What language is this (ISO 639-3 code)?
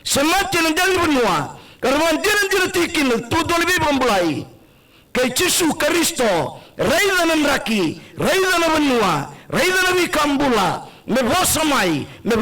fij